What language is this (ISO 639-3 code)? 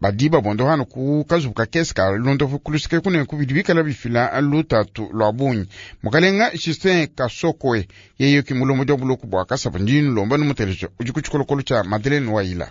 lua